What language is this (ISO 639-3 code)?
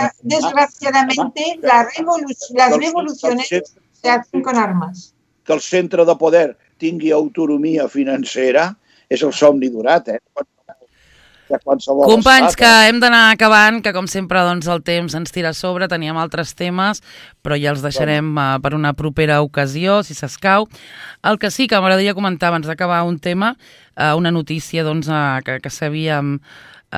cat